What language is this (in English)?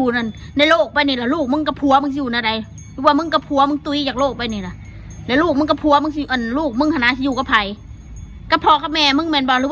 Northeastern Thai